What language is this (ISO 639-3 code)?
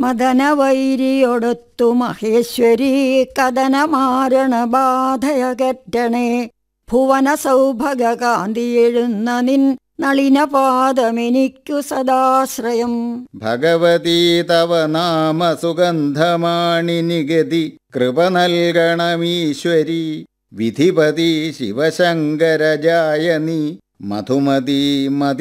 mal